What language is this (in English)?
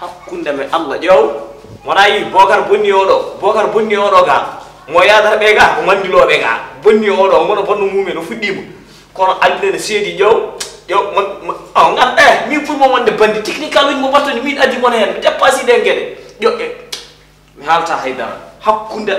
Fula